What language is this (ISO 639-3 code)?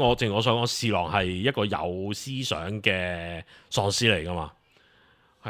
yue